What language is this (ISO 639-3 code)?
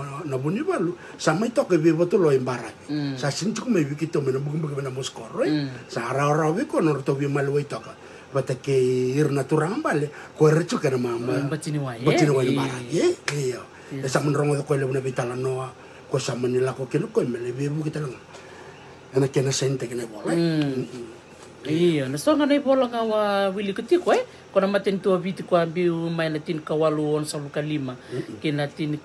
fij